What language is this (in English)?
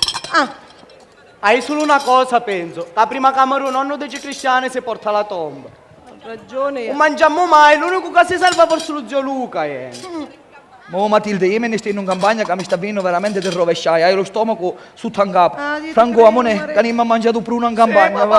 Sicilian